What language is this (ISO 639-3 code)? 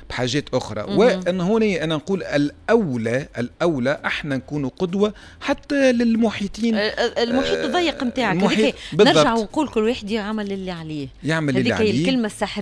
aeb